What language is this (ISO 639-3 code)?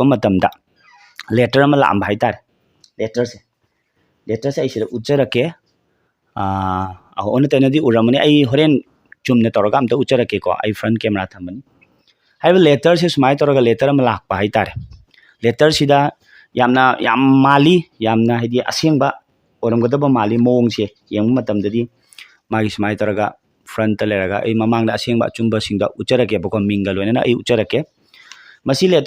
mni